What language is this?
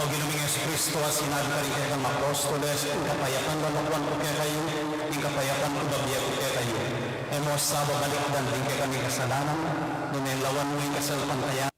Pampanga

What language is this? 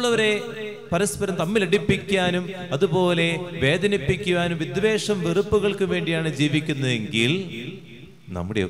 Malayalam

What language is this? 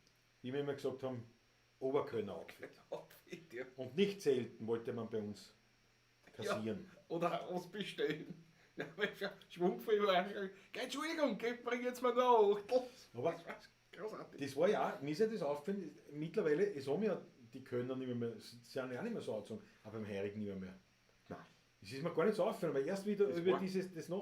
Bavarian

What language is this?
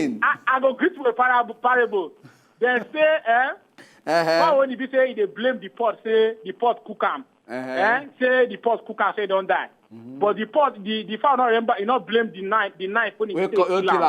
Nigerian Pidgin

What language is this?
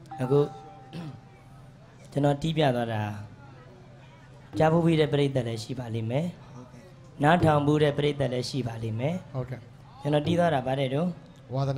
Burmese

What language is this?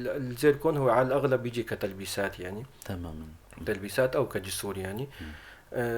North Levantine Arabic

